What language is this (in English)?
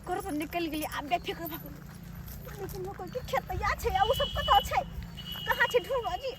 Maithili